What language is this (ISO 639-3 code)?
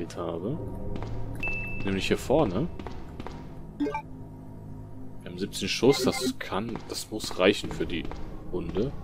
deu